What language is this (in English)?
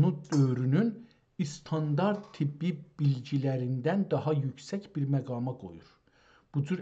South Azerbaijani